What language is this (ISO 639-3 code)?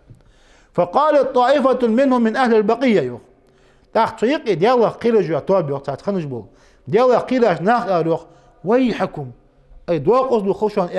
inh